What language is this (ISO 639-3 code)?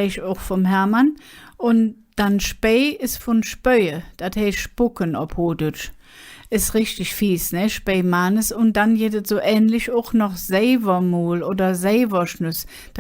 ksh